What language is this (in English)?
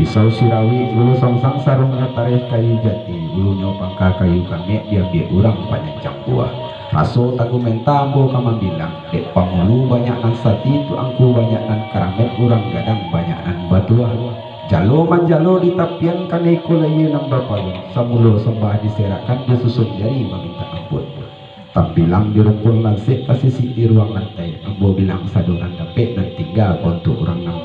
Minangkabau